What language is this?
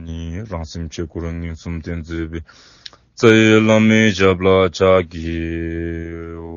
Dzongkha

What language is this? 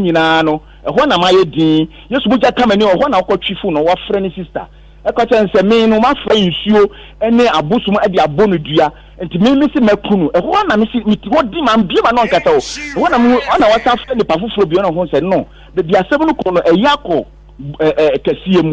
Akan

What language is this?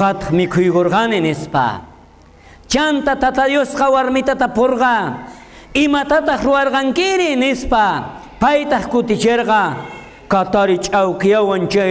South Bolivian Quechua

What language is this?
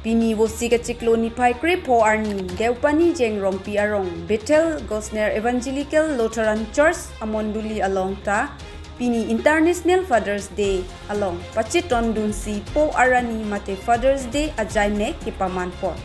Karbi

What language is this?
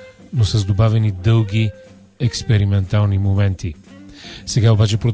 Bulgarian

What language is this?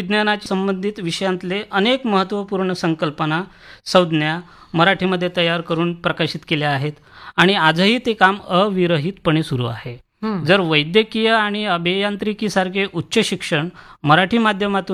Marathi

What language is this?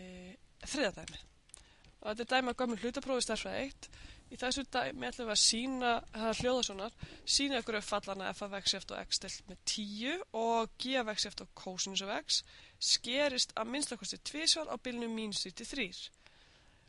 Icelandic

